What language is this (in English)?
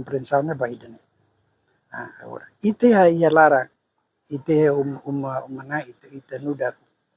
Tetum